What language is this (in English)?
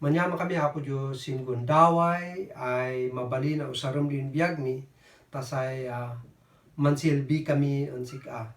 Kankanaey